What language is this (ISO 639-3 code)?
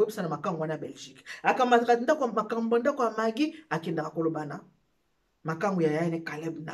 lin